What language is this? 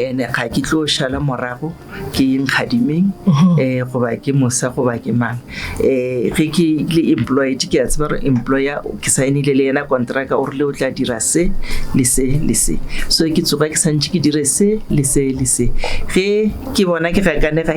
Northern Sotho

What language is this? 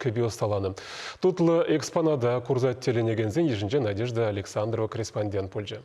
Chuvash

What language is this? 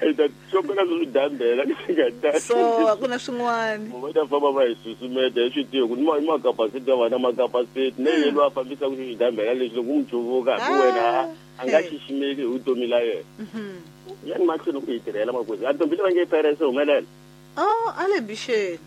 Tsonga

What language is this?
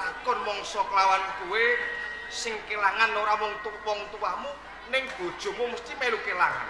Javanese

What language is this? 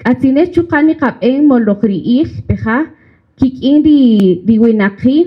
Kaqchikel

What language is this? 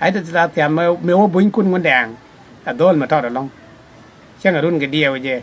Nuer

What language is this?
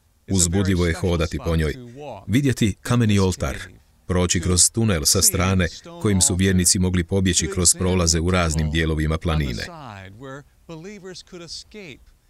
Croatian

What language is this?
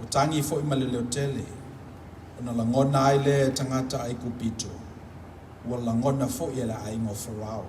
Samoan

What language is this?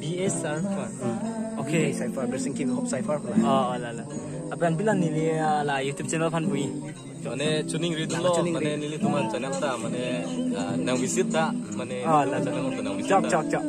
Karbi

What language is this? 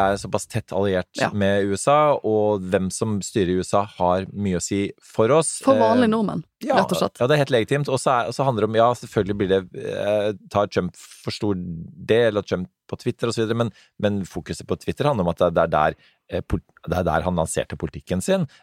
Norwegian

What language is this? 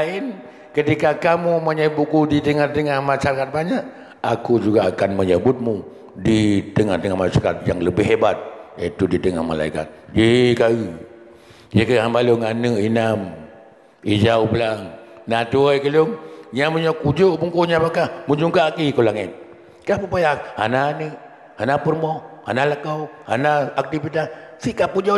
Achinese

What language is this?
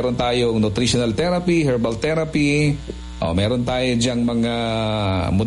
Filipino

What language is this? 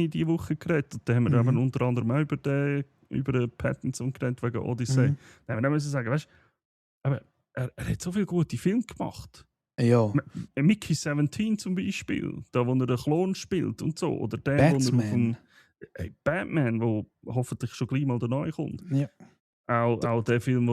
Swiss German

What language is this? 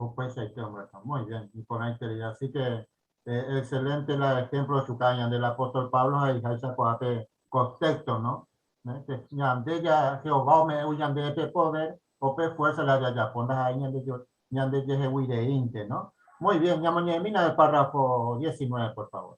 Guarani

